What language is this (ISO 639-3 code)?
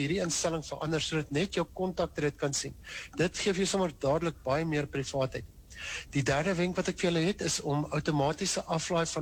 afr